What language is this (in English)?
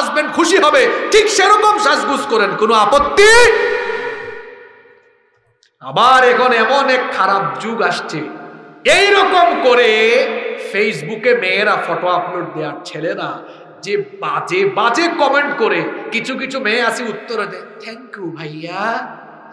Bangla